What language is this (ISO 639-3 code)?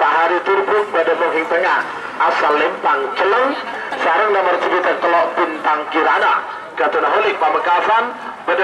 mad